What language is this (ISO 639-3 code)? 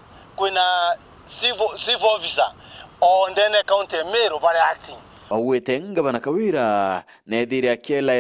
mer